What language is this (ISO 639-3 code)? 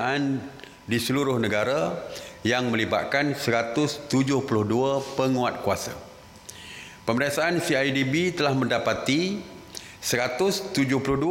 msa